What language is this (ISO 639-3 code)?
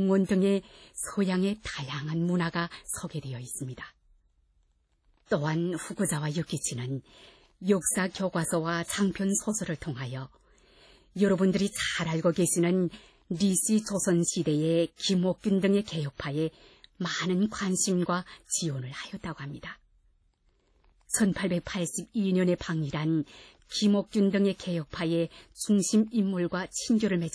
kor